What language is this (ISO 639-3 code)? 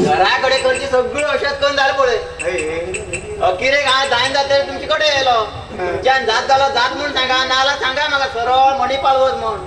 kok